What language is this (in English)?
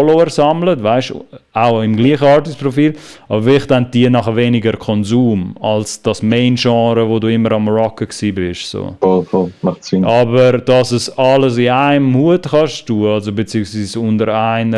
Swiss German